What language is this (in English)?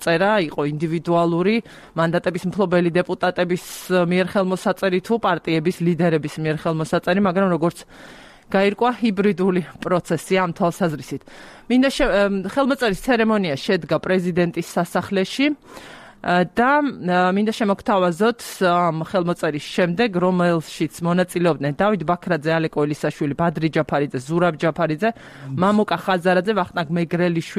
Georgian